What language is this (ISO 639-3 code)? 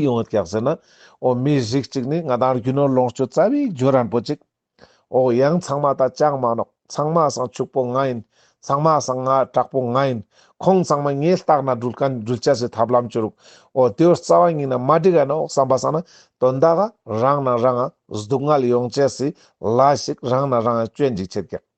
lbj